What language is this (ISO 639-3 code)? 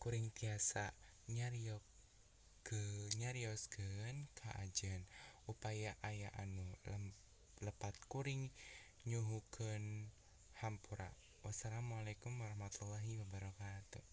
sun